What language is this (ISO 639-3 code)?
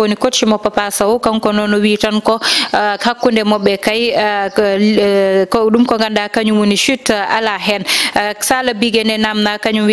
ful